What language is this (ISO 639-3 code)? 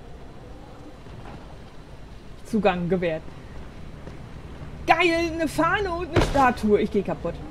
deu